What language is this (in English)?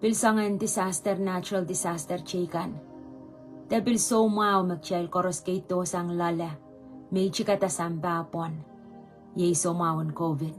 Pohnpeian